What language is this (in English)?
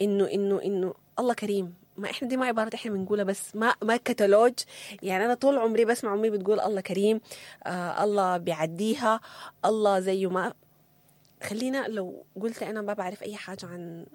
Sudanese Arabic